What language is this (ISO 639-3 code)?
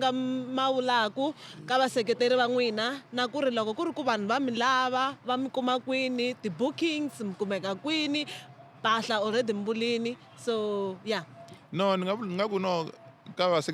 tso